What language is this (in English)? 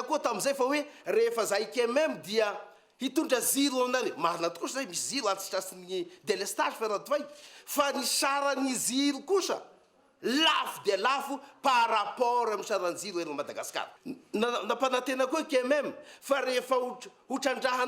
Malagasy